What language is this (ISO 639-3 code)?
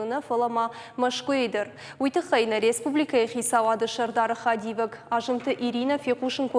oss